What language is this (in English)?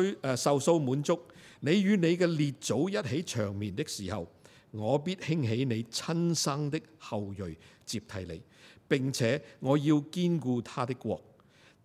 Cantonese